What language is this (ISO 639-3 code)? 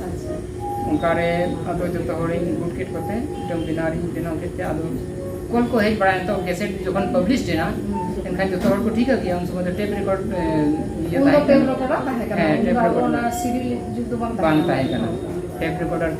sat